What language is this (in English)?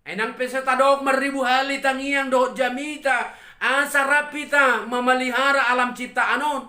Batak Toba